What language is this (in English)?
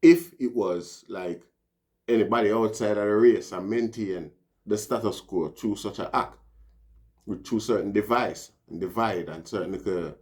Jamaican Creole English